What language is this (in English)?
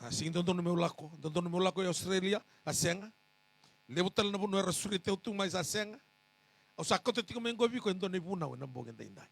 Fijian